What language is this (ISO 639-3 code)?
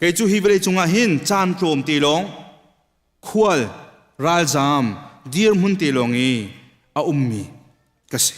cnh